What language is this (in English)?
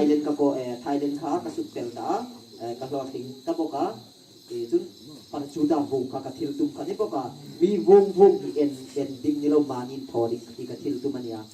Hmar